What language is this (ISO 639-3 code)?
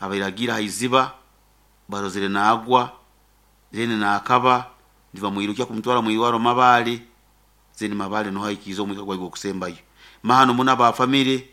nyo